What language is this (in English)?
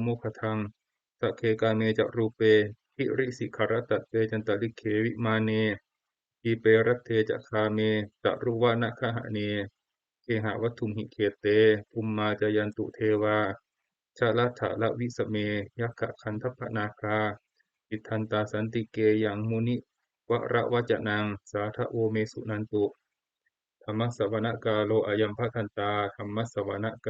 Pali